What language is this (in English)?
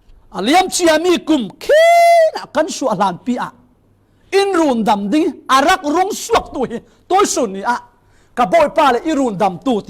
Falam Chin